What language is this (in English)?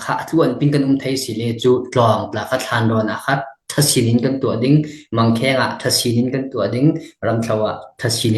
Falam Chin